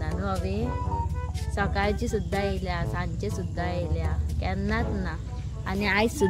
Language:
Konkani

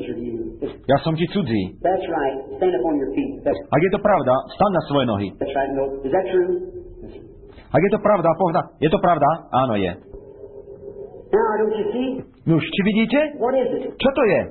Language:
Slovak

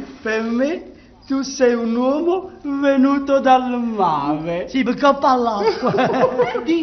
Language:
Neapolitan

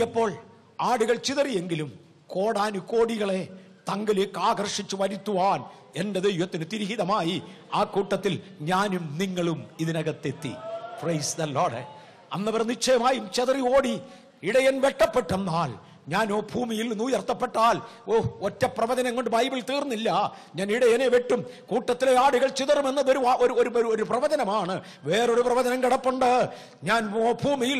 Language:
Malayalam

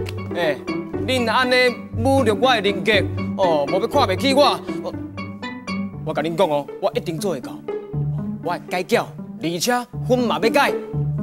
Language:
Min Nan Chinese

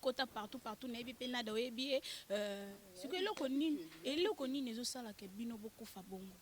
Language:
Lingala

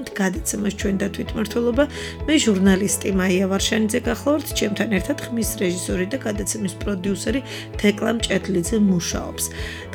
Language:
Georgian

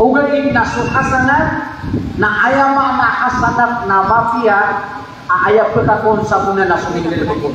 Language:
Maranao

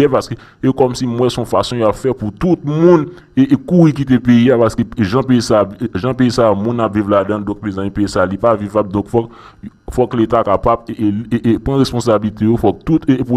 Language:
Haitian Creole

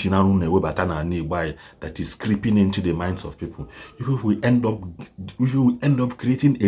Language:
Igbo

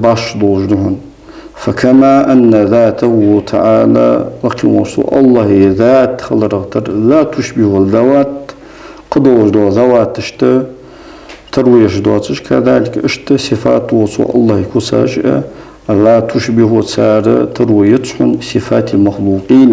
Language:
Ingush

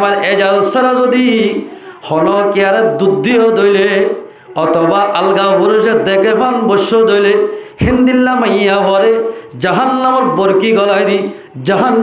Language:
Rohingya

